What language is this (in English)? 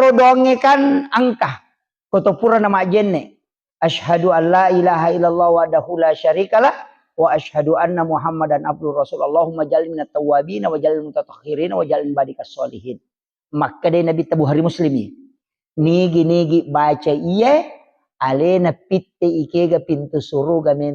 Buginese